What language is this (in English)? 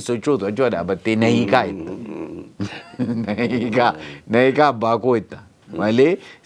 Oromo